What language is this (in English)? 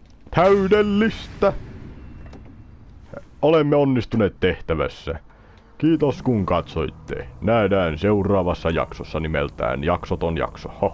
Finnish